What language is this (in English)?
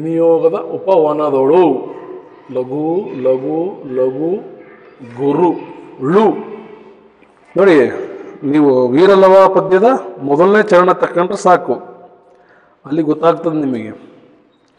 Kannada